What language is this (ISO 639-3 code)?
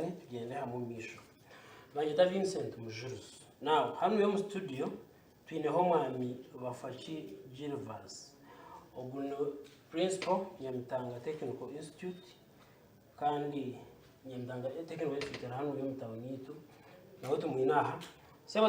nyn